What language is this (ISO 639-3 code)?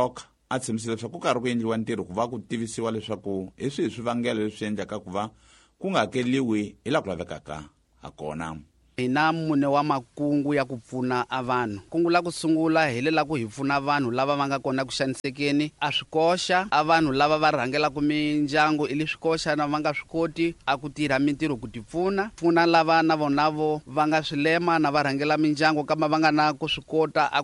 tso